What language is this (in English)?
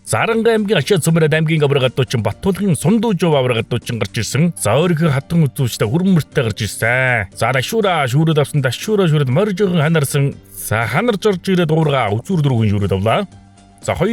Mongolian